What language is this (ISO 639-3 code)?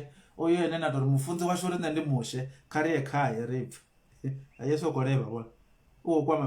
ven